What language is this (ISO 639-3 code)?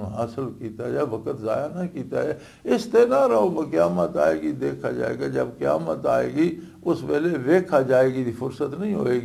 lah